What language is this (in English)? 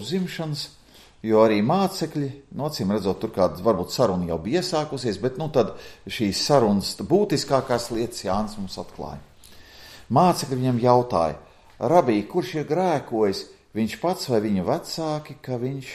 Latvian